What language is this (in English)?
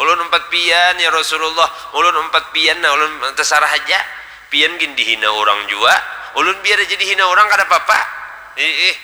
Banjar